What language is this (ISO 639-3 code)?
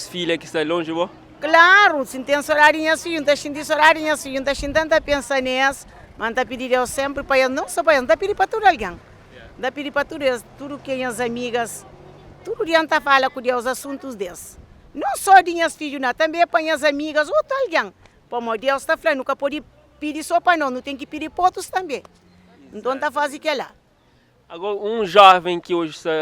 kea